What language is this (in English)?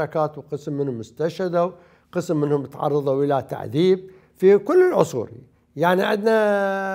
Mesopotamian Arabic